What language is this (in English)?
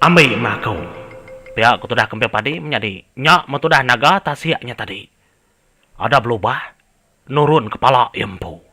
Iban